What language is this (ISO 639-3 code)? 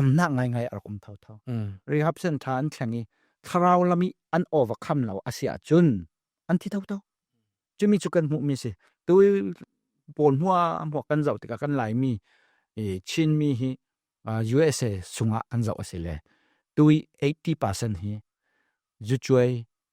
cfm